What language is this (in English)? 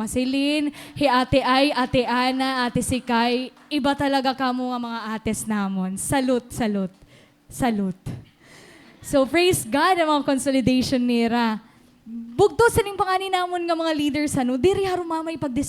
Waray